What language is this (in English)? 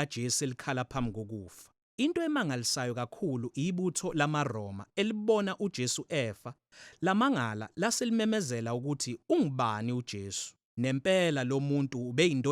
Zulu